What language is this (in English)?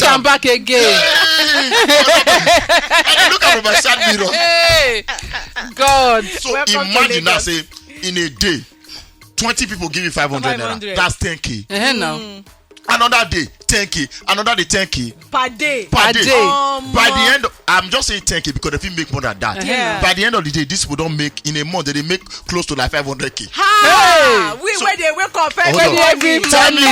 Nigerian Pidgin